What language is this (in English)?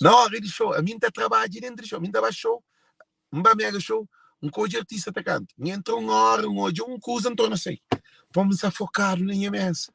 Kabuverdianu